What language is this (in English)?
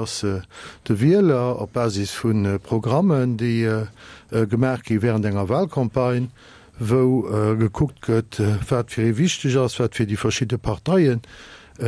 Luxembourgish